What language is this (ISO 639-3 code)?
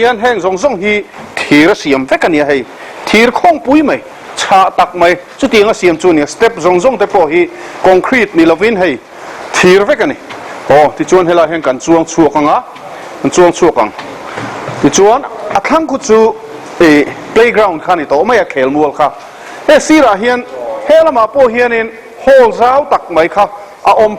lus